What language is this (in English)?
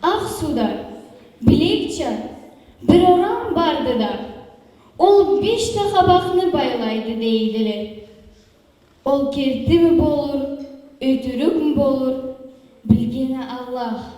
Karachay-Balkar